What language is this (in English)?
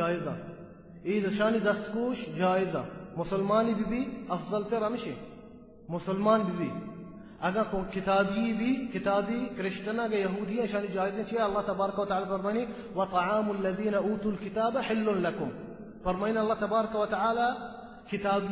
Baluchi